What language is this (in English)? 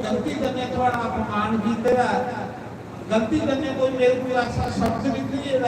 Dogri